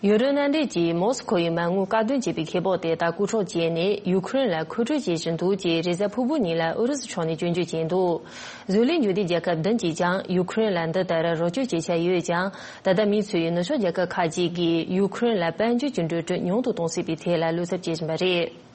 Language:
Tibetan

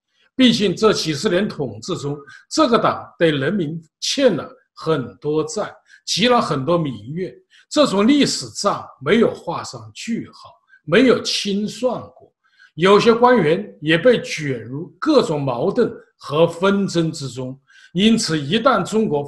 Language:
Chinese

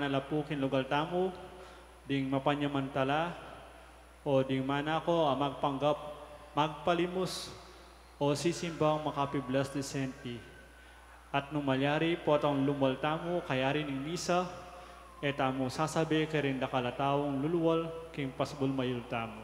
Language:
Pampanga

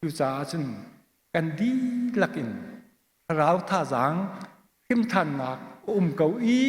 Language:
Hakha Chin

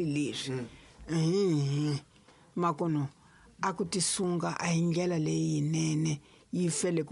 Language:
Tsonga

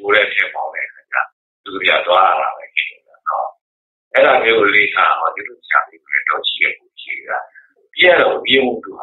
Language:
Burmese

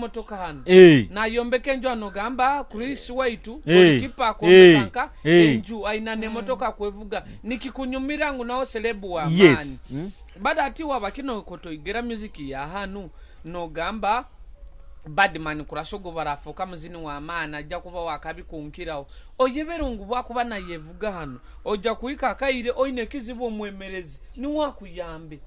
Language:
Nyoro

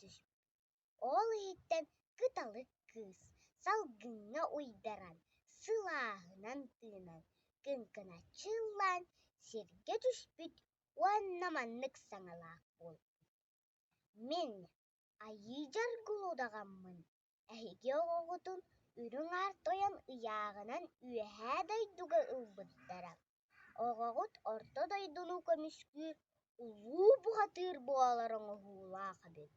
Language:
Yakut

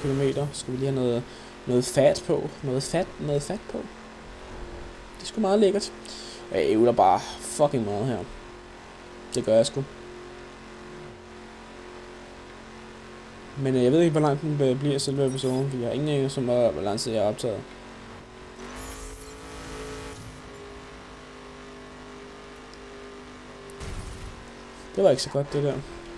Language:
Danish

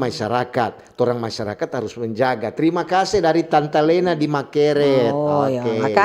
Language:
Manado Malay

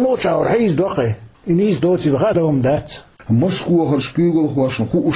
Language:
Chechen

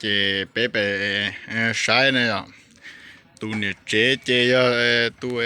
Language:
Hmong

